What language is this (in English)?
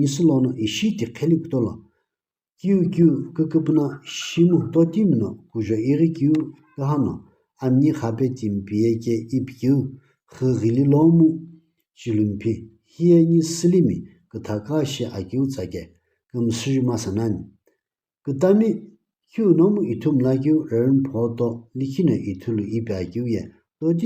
Sumi Naga